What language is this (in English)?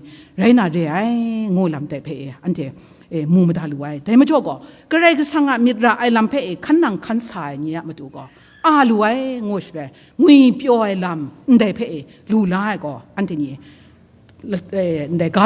Kachin